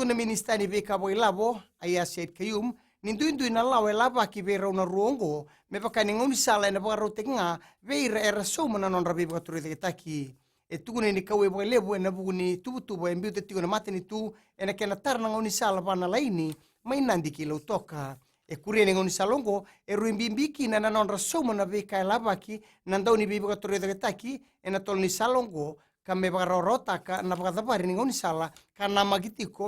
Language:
Fijian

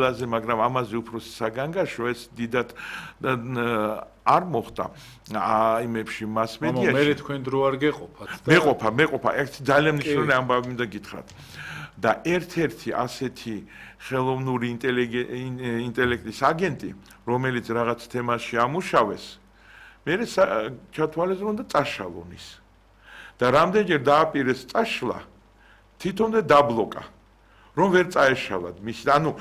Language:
Georgian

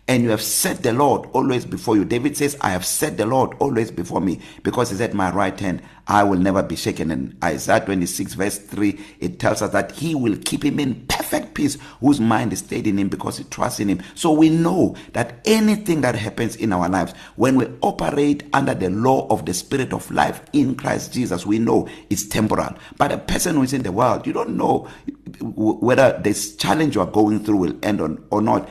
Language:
English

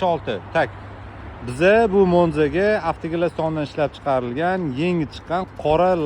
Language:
Uzbek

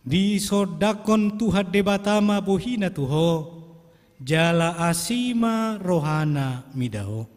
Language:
Batak Toba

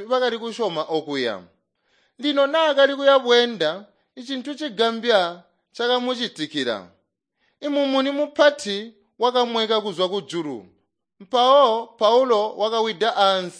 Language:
Tonga (Zambia)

